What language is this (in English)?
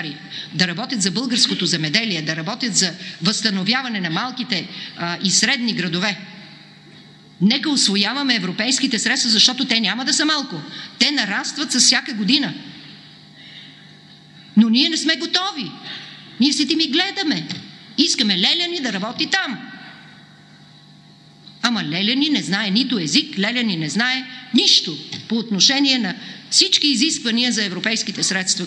Bulgarian